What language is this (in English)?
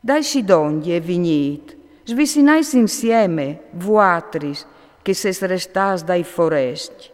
Friulian